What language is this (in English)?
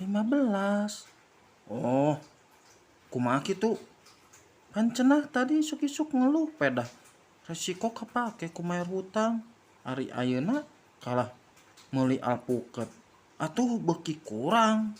Sundanese